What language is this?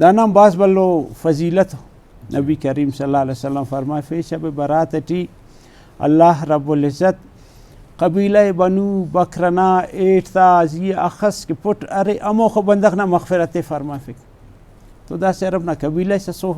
Brahui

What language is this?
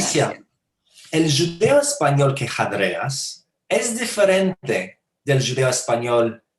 Ladino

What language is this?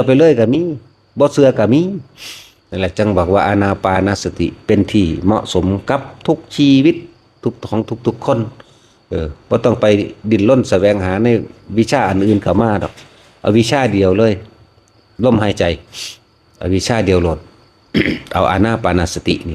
Northeastern Thai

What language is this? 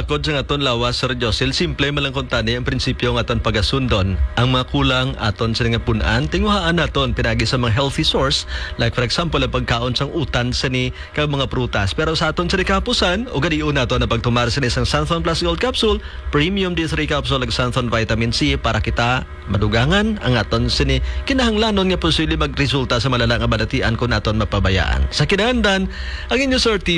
Hiligaynon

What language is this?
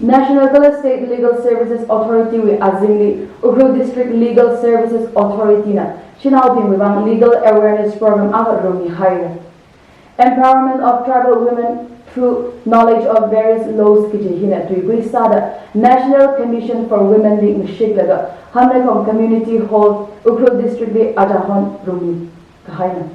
Tangkhul Naga (India)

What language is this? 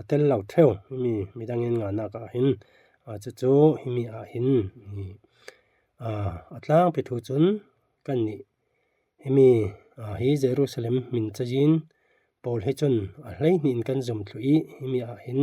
Falam Chin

